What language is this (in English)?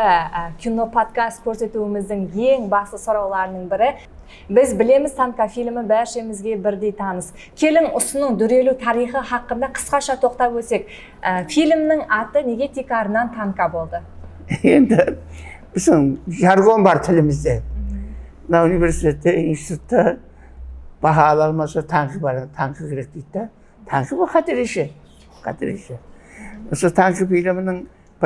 Kara-Kalpak